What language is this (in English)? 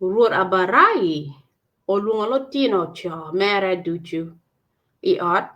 Acoli